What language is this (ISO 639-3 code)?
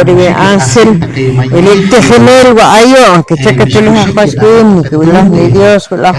poh